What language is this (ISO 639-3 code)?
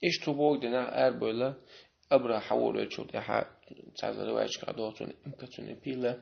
che